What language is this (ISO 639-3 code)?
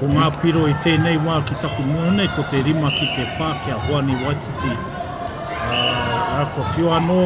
mri